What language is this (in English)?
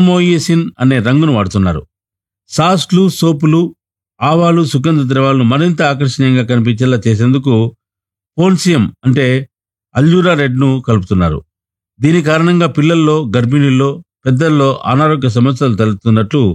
Telugu